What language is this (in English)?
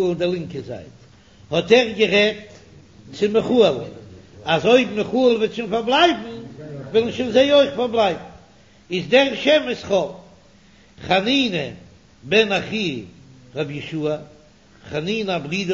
Yiddish